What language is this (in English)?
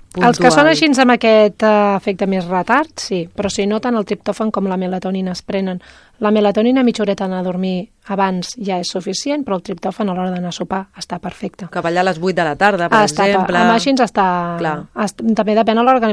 Catalan